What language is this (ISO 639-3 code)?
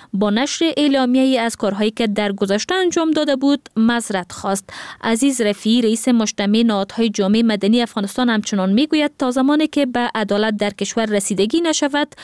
fas